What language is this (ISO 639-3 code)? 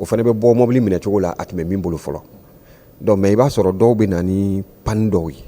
bam